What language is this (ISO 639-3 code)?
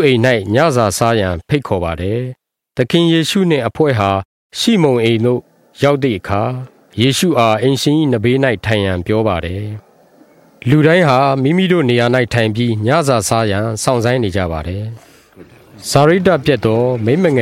mya